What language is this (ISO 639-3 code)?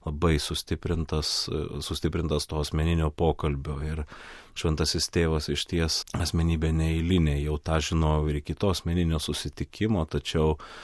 lit